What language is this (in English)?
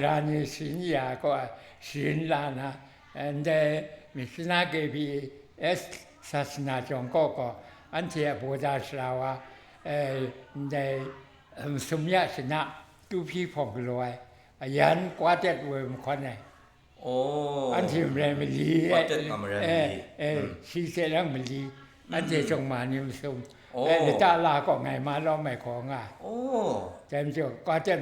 Kachin